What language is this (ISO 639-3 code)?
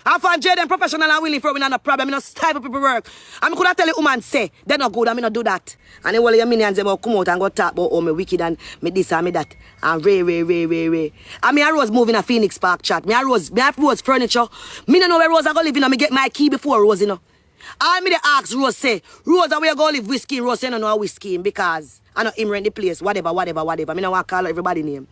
jam